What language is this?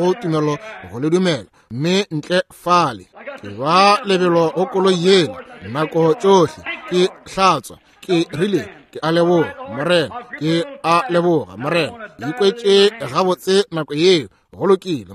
Northern Sotho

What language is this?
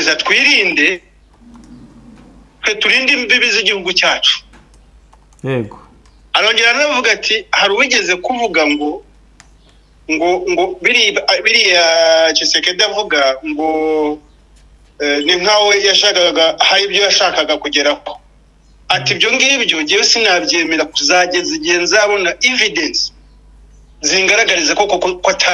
Kinyarwanda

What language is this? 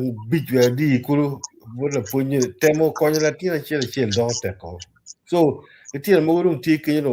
Acoli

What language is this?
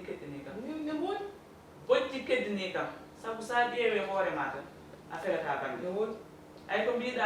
Fula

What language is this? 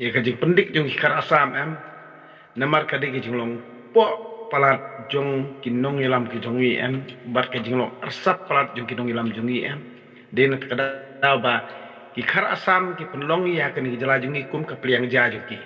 Khasi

